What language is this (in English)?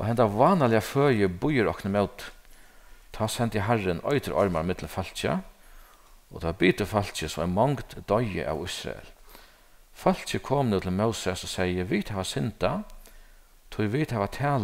Faroese